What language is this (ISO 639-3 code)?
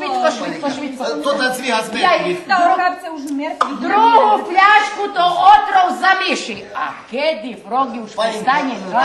rue